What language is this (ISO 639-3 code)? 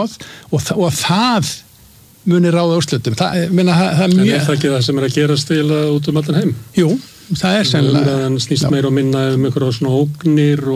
isl